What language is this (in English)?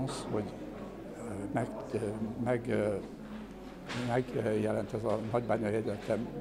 Hungarian